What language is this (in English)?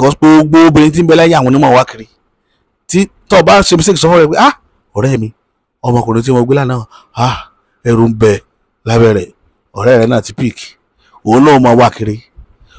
Yoruba